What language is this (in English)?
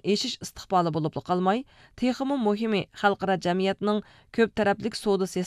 Uyghur